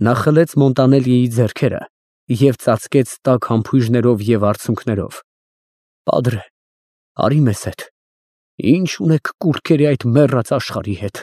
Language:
Armenian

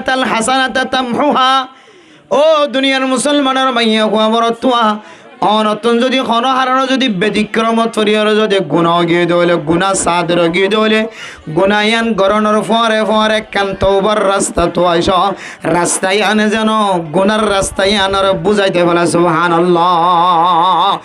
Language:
Rohingya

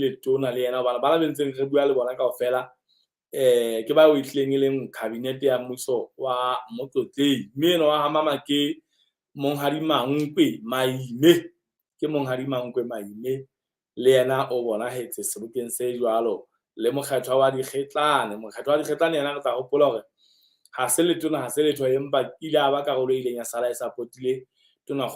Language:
Southern Sotho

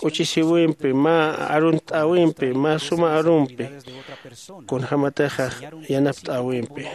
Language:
Aymara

